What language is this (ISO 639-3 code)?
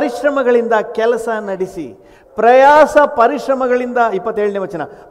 kan